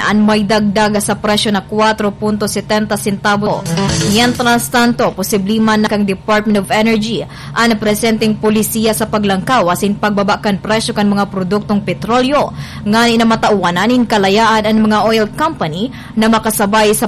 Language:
Bikol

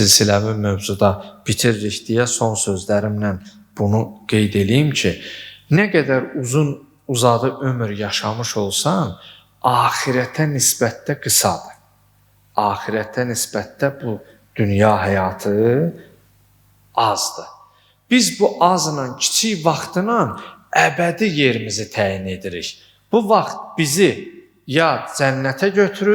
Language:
Azerbaijani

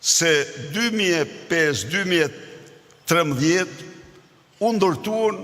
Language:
Albanian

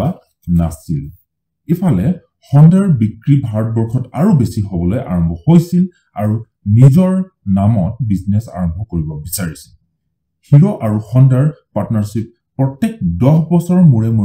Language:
Assamese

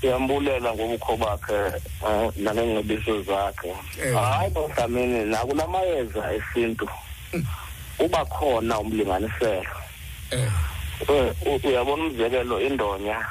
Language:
Xhosa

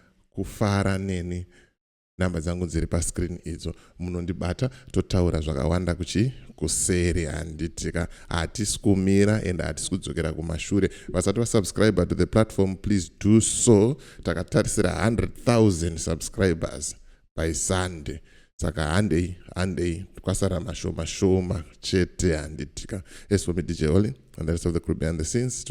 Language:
Shona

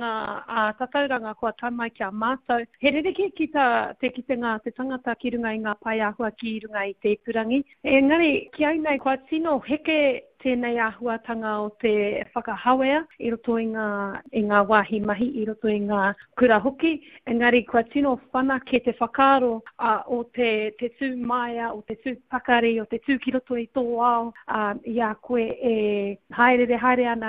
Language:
Māori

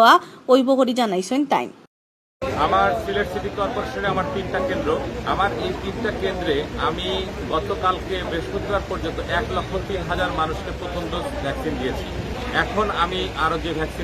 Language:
Sylheti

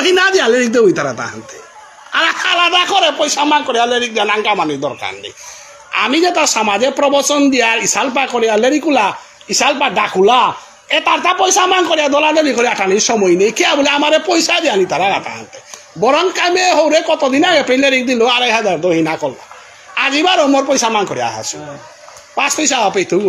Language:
Bishnupriya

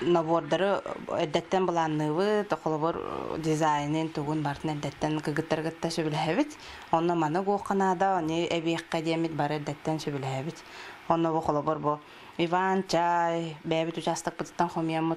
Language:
Yakut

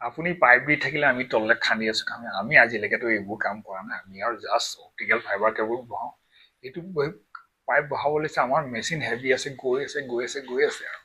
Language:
Assamese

